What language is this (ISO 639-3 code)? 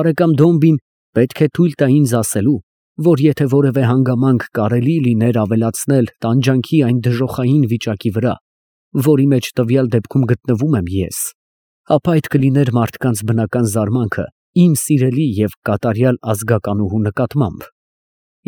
hye